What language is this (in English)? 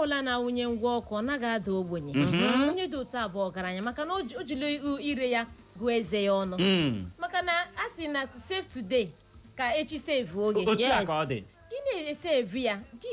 Igbo